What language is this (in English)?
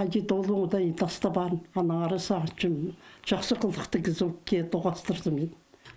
Khakas